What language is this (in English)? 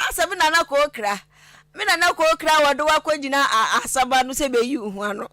Akan